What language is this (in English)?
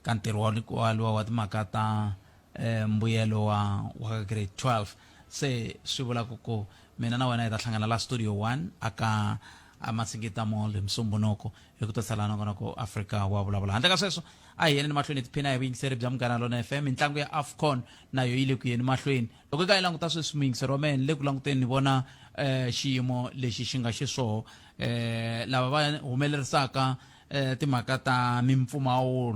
Tsonga